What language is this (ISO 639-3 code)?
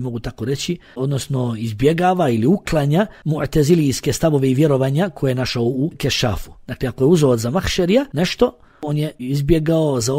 bos